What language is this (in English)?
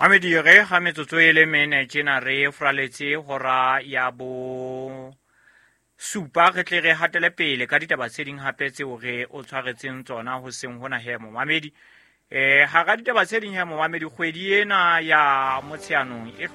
Southern Sotho